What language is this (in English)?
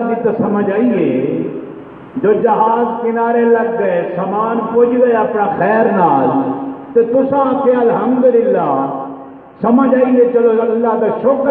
Saraiki